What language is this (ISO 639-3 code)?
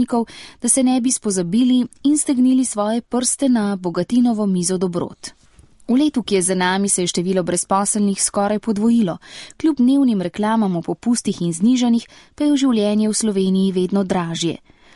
slv